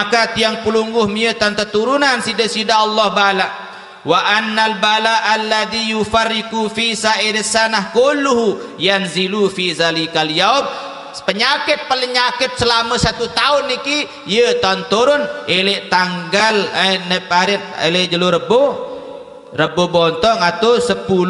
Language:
Sasak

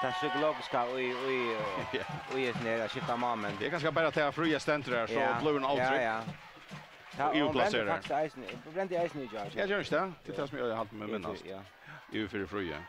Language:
Faroese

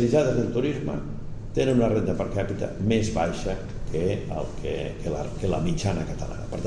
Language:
Catalan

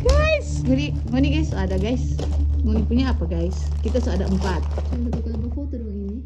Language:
Manado Malay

